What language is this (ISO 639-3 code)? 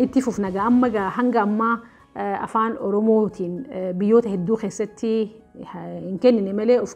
orm